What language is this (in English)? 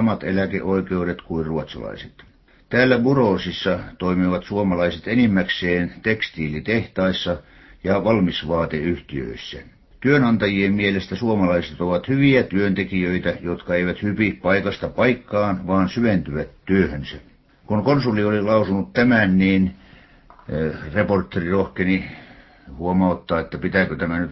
Finnish